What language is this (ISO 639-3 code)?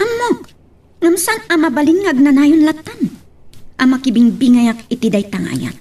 ilo